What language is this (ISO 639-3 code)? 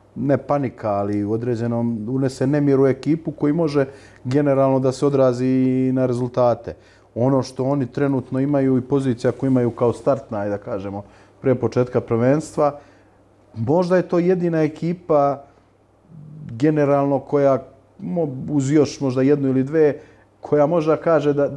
srp